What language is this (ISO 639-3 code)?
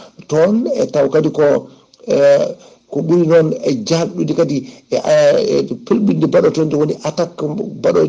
ful